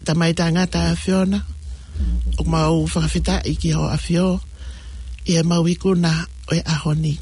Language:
Tongan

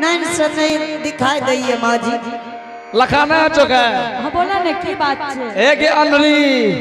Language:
Angika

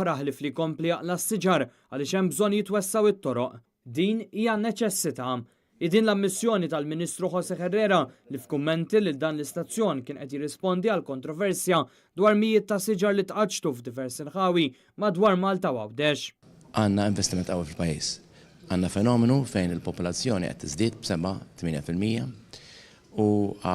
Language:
Maltese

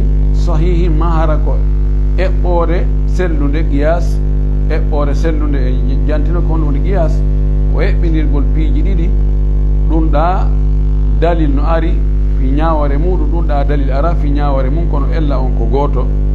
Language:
Pular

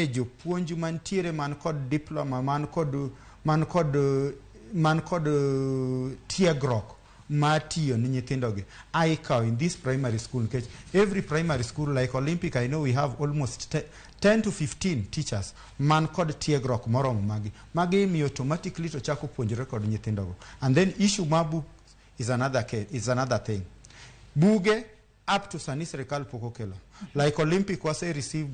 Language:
Luo (Kenya and Tanzania)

